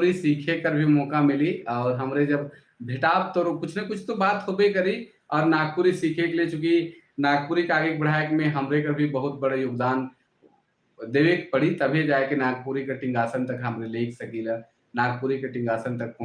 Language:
Sadri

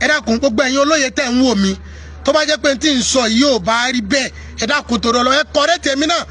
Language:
Yoruba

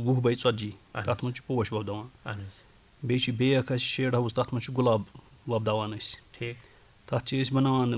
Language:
Kashmiri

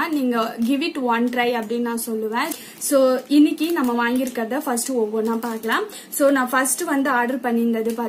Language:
Tamil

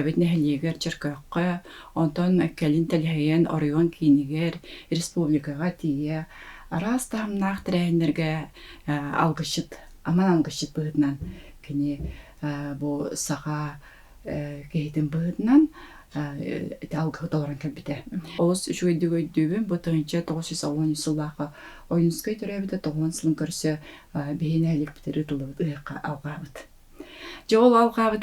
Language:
Yakut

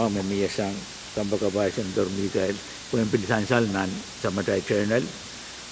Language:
Pohnpeian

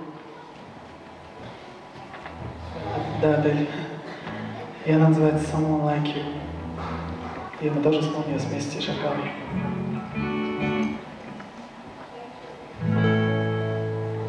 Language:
Russian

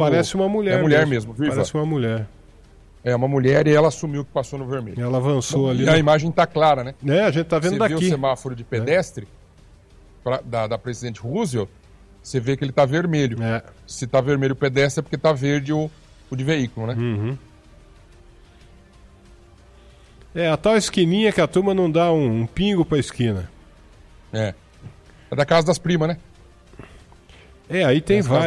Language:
Portuguese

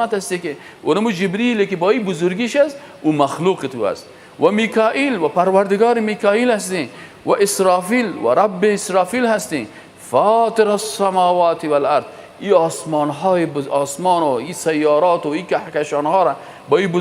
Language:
Persian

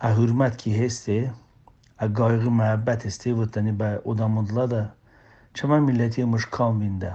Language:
Talysh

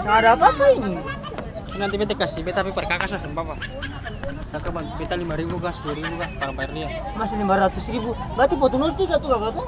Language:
Ambonese Malay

